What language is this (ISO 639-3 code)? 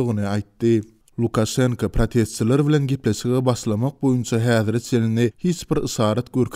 tuk